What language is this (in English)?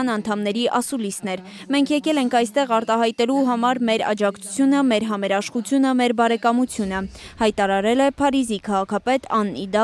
Armenian